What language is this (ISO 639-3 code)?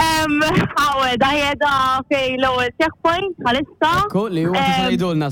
mlt